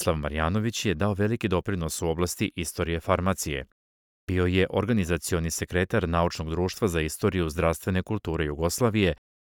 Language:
Serbian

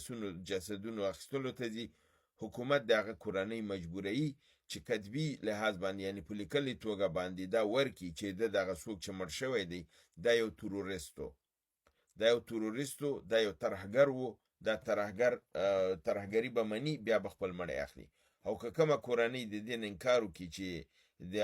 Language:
Pashto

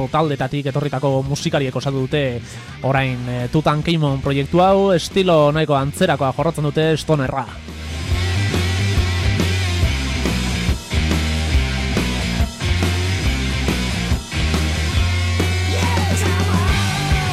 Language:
Basque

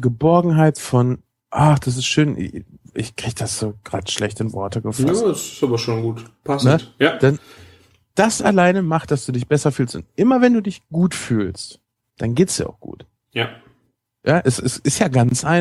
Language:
German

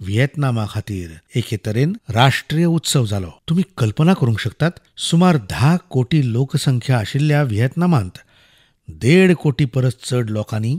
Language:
Konkani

